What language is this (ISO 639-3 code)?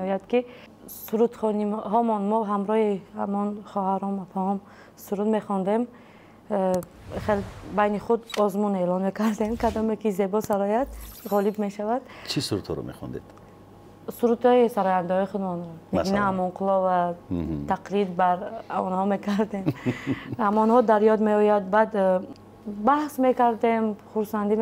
tgk